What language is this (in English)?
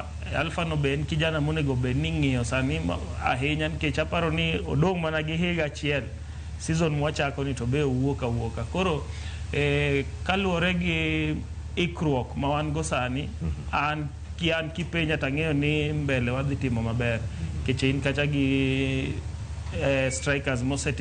Luo (Kenya and Tanzania)